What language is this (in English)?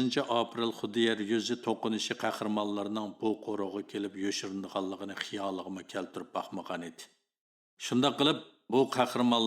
Uyghur